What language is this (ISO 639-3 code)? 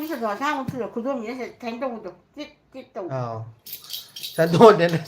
mni